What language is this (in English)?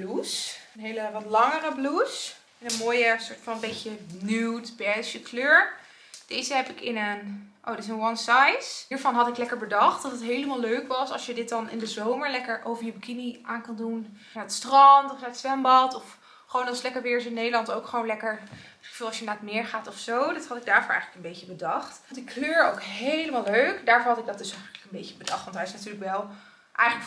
Dutch